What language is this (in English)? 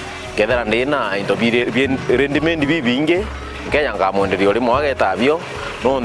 Meru